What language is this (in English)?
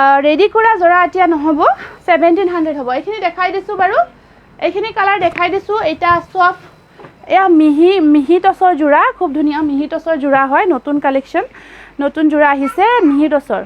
Assamese